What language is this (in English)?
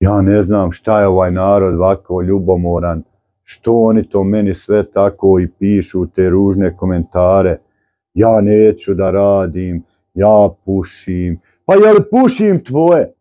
Bosnian